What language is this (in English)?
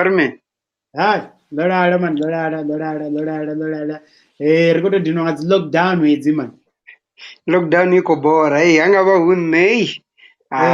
Venda